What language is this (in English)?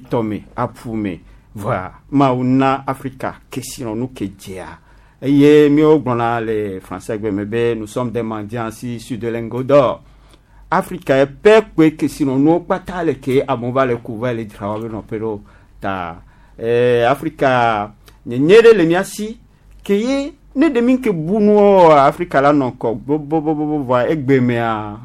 Gen